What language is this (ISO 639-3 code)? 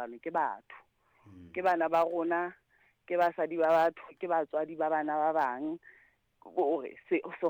sot